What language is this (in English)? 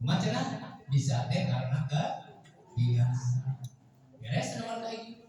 Sundanese